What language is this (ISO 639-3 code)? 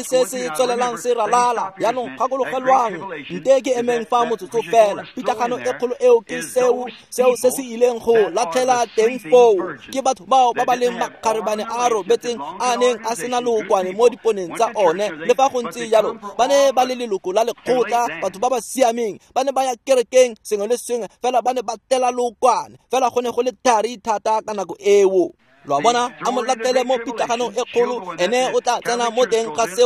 tsn